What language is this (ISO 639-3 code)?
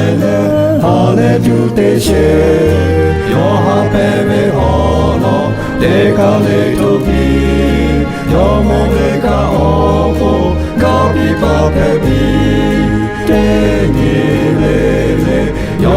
lhu